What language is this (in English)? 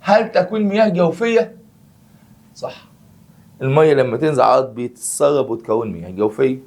Egyptian Arabic